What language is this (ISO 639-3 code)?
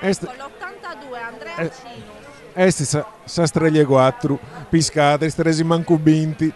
srd